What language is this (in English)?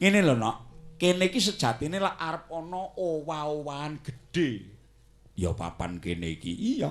Javanese